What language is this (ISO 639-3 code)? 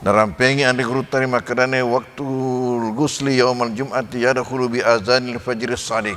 bug